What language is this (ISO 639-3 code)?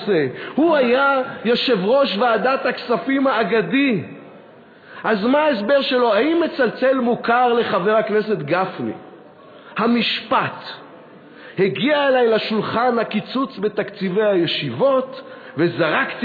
heb